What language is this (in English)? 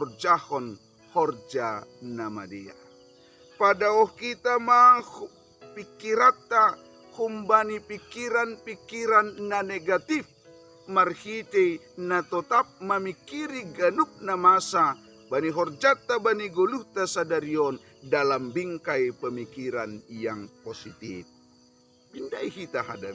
Batak Simalungun